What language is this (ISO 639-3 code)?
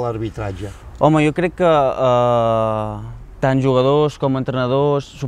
cat